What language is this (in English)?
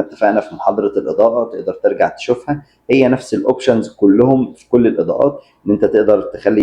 Egyptian Arabic